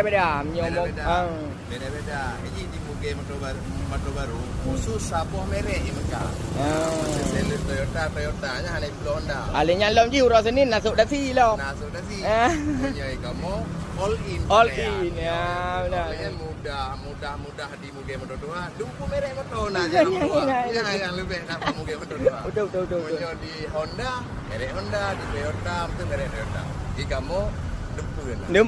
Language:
Achinese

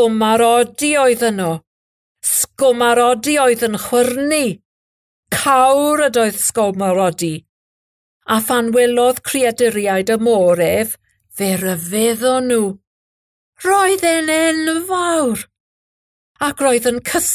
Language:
Welsh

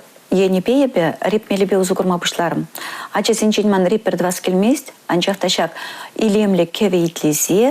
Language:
Chuvash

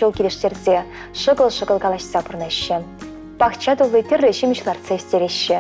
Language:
Chuvash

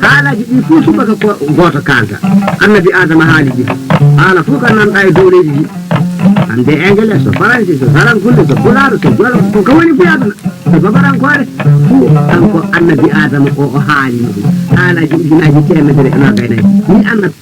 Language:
Fula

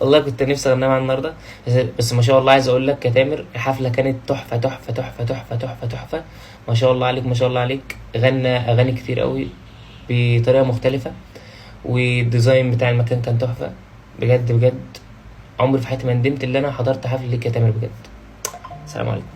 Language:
Egyptian Arabic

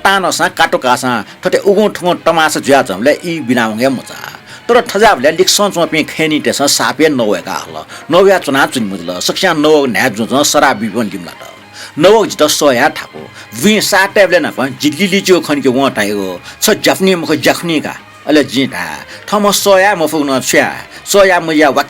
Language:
Newari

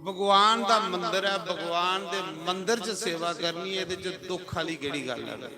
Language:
Dogri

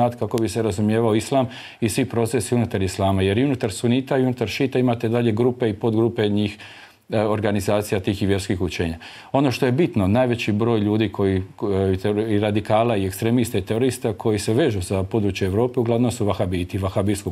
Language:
Bosnian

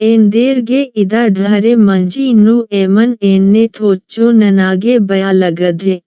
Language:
Kurukh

